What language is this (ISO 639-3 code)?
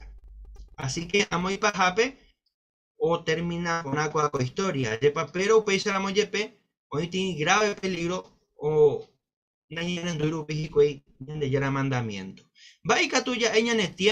grn